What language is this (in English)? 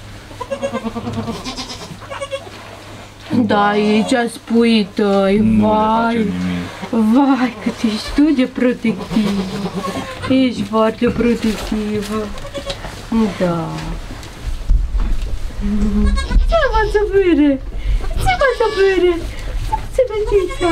Romanian